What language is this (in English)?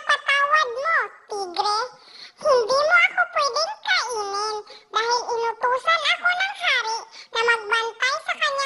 Maranao